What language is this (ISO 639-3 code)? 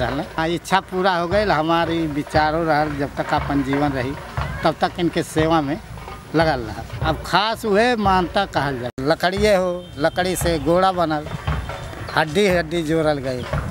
bho